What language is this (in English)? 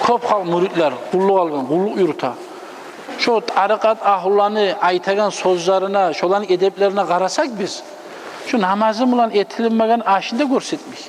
Kumyk